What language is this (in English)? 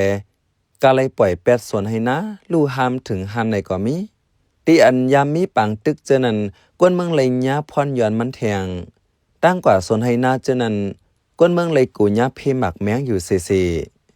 Shan